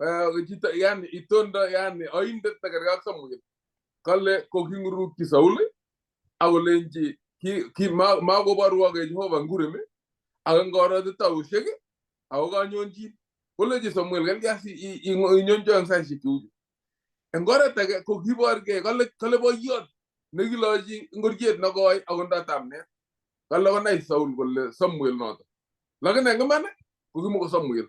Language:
Kalenjin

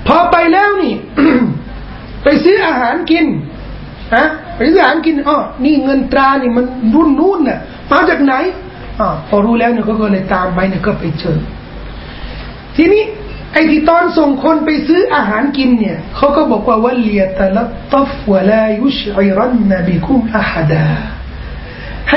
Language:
Thai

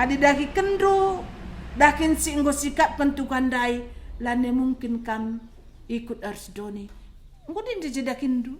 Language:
Batak Karo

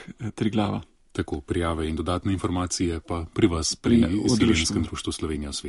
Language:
Slovenian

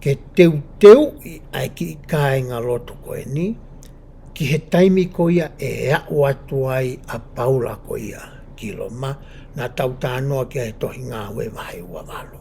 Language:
Tongan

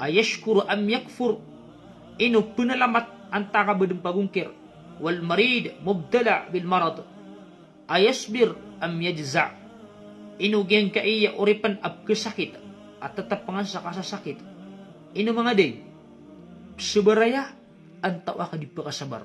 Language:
Maranao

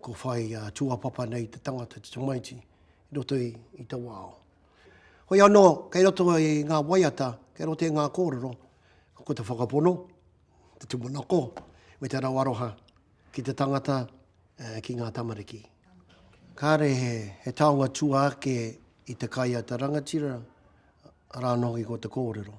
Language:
Māori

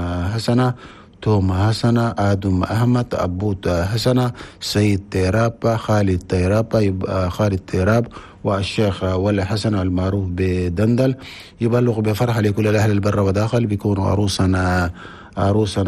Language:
Chadian Arabic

